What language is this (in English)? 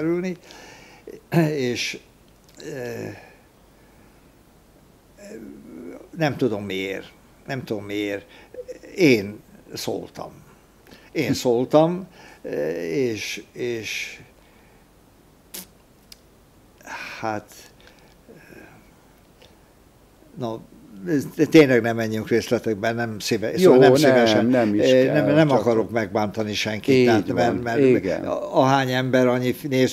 Hungarian